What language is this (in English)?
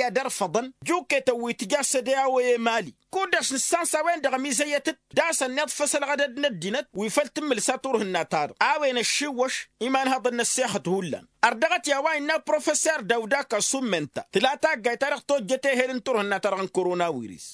Tamasheq